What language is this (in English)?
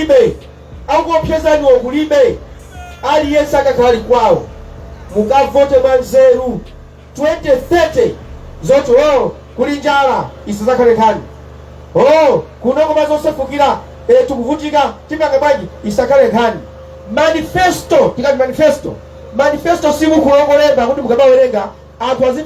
Nyanja